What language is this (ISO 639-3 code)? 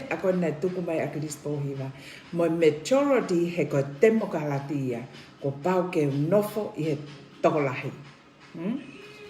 ton